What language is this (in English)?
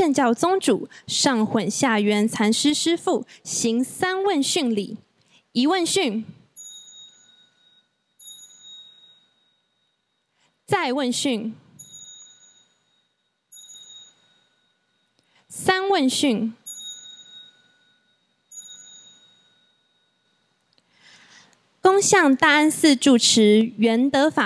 Chinese